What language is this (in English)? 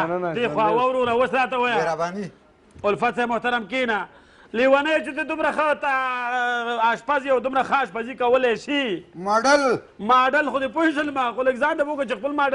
Pashto